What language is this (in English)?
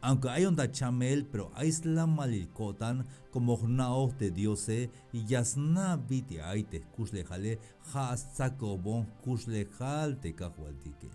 Tzeltal